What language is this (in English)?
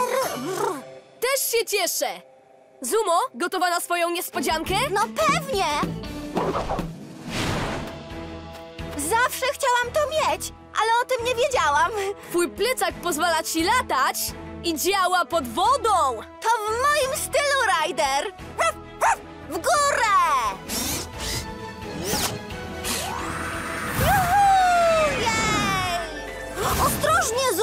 Polish